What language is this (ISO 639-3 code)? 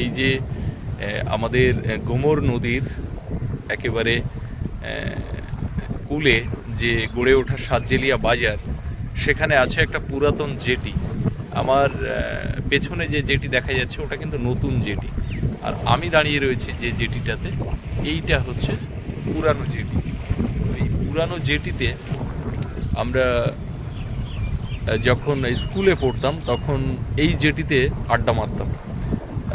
ben